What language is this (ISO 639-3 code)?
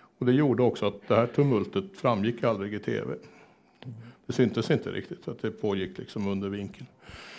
swe